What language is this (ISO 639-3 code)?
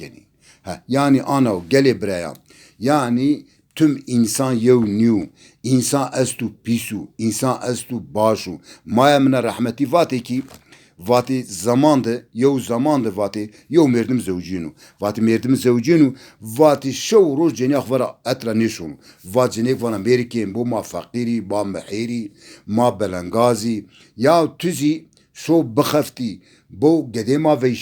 zza